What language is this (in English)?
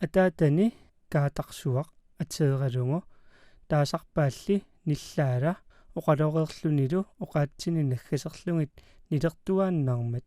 Kalaallisut